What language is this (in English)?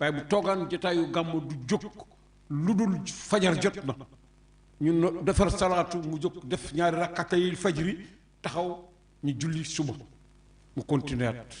Wolof